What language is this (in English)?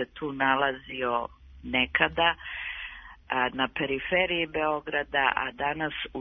Serbian